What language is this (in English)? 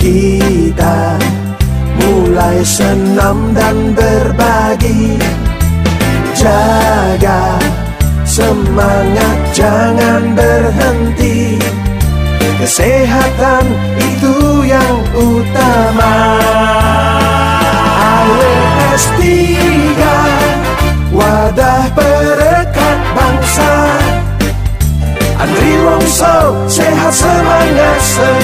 Indonesian